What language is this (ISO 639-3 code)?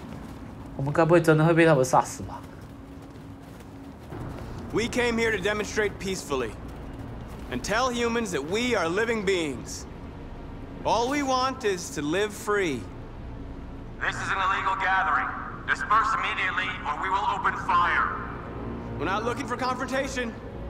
zho